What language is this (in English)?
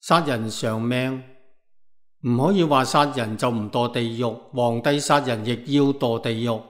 Cantonese